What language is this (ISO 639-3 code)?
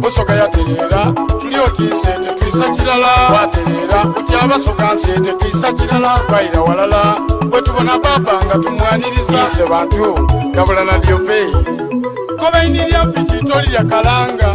xog